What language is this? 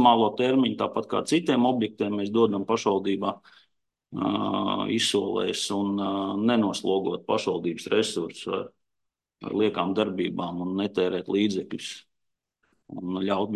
Latvian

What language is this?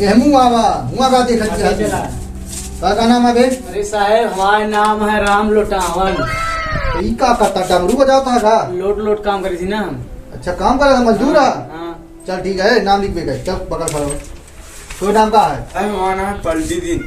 Awadhi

